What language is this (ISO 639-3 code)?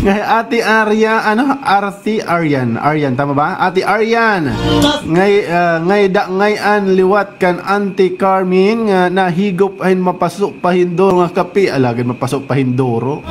war